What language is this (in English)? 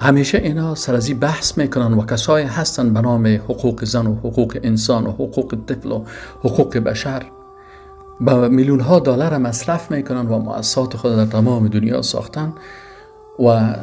Persian